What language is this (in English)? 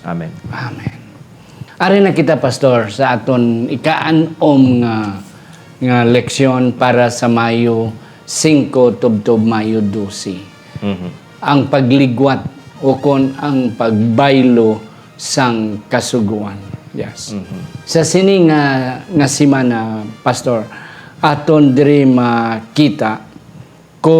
Hiligaynon